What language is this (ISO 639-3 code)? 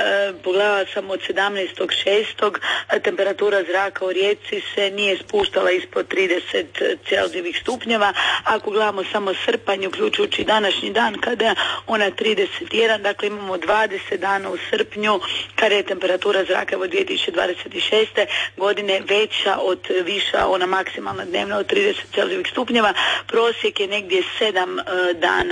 hrv